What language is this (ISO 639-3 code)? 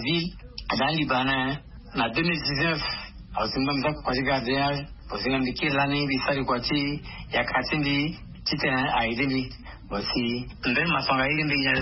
swa